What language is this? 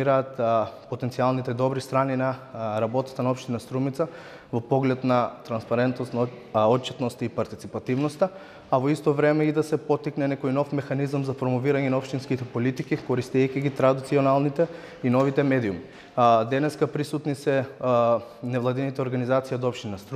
Macedonian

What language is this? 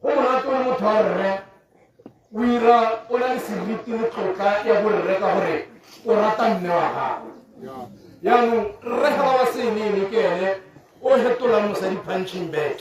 Tswana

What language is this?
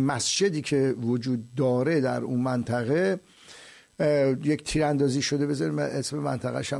Persian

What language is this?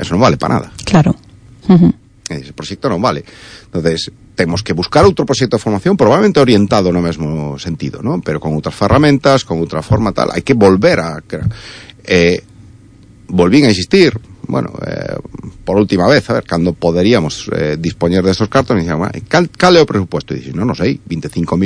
Galician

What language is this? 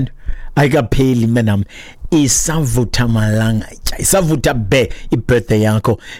Xhosa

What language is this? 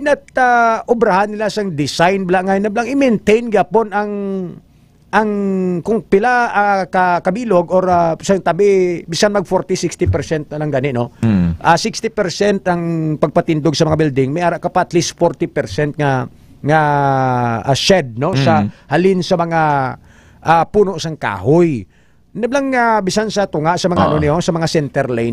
Hiligaynon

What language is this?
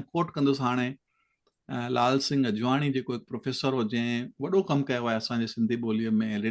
Sindhi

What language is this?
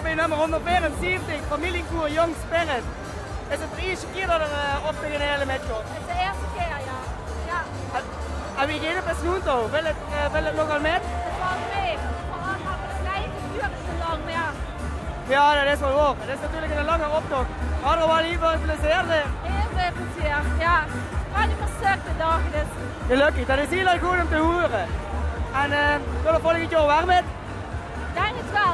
Limburgish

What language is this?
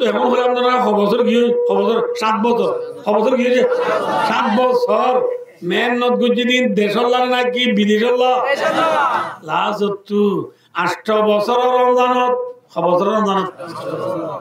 Rohingya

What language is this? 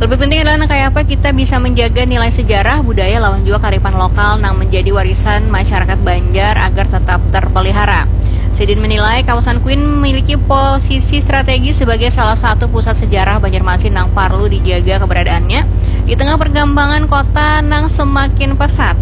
Banjar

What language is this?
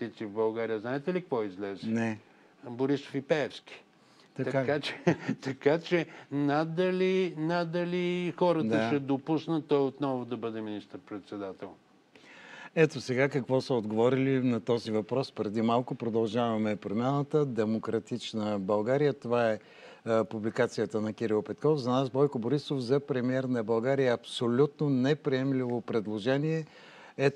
Bulgarian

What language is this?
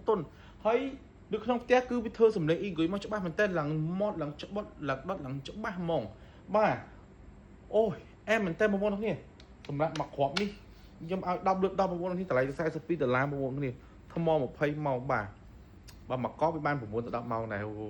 Khmer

